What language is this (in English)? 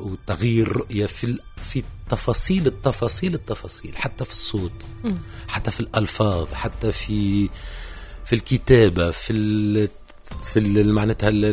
Tunisian Arabic